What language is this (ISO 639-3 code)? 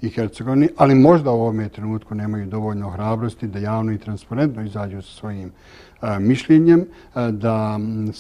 bos